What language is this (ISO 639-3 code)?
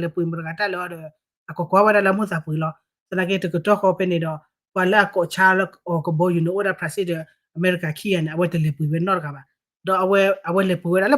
ksw